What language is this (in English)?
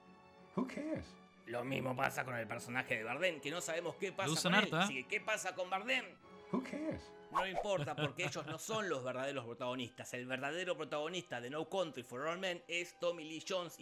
Spanish